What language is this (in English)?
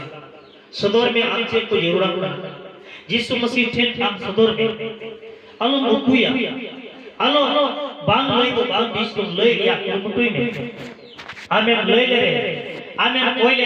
Santali